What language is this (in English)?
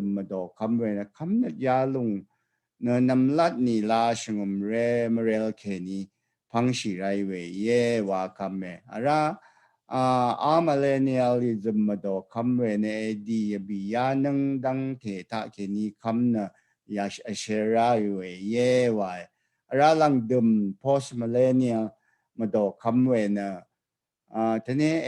Rawang